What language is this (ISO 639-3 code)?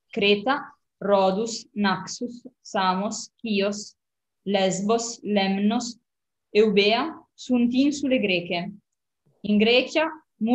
lat